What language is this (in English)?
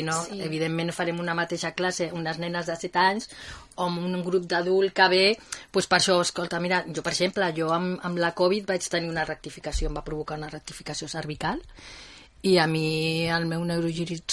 Catalan